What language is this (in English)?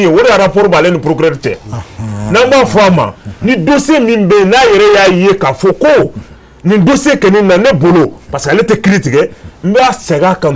Bambara